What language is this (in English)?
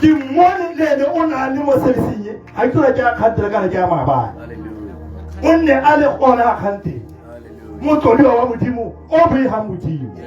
Tswana